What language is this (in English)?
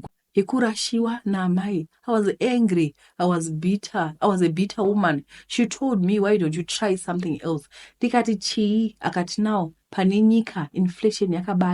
Shona